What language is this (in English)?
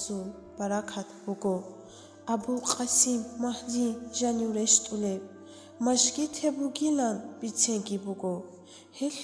Avaric